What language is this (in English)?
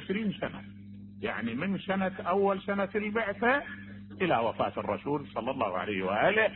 Mesopotamian Arabic